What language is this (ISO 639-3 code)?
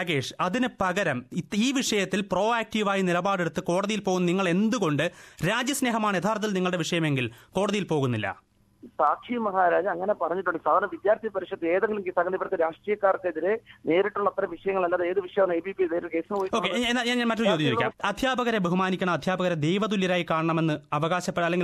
mal